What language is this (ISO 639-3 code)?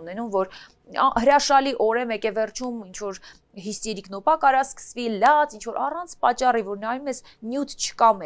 hye